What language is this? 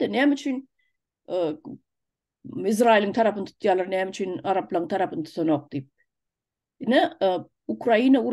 Turkmen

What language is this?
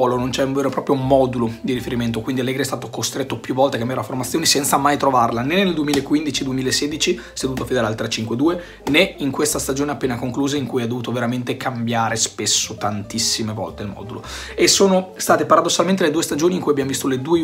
Italian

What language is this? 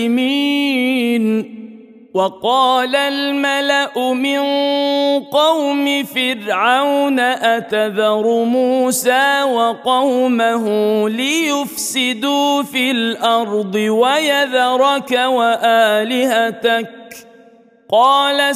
Arabic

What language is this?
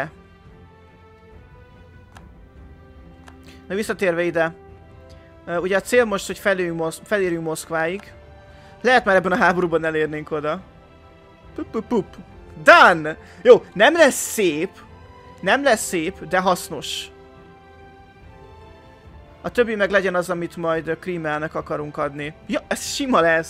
Hungarian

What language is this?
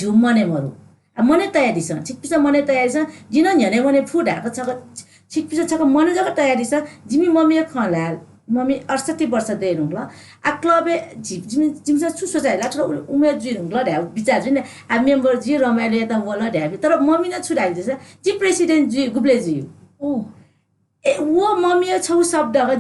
Newari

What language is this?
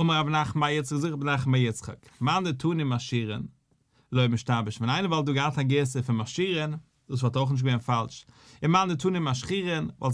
Yiddish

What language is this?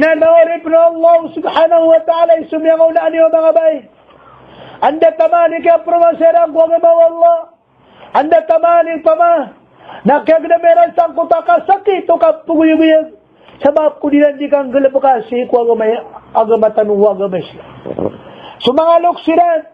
Maranao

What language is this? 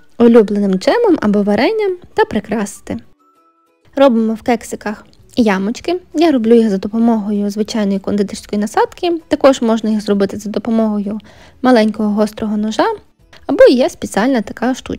Ukrainian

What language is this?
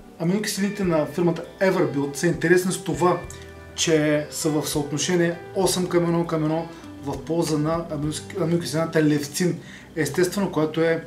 Bulgarian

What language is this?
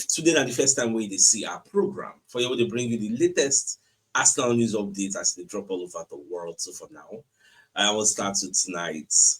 Nigerian Pidgin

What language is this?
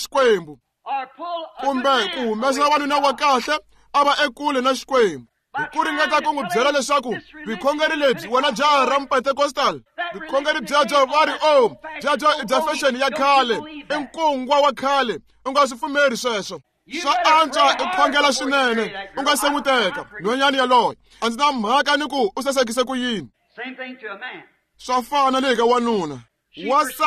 Tsonga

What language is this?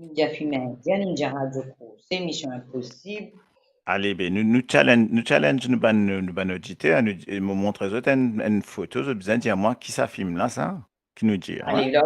Morisyen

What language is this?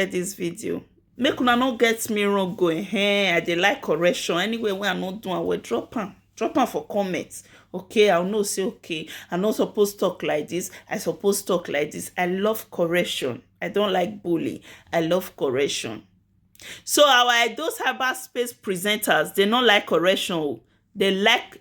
Nigerian Pidgin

